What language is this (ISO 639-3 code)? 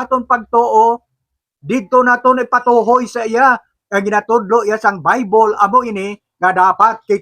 hil